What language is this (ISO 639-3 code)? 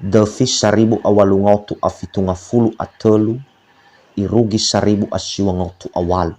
nia